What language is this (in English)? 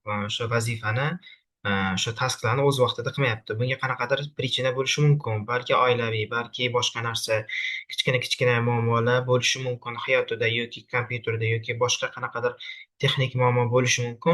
Uzbek